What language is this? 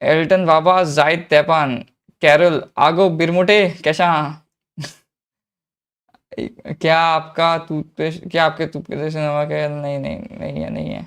Konkani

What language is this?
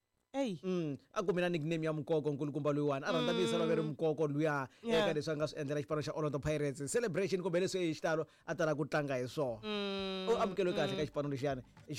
Tsonga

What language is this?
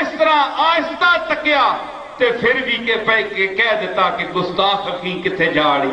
Saraiki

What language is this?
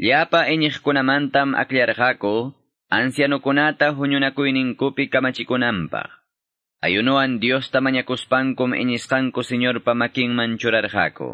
Quechua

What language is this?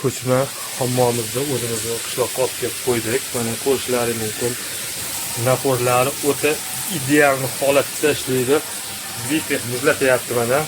Uzbek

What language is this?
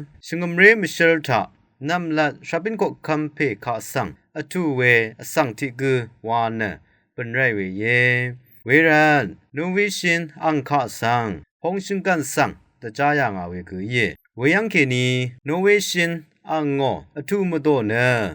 Rawang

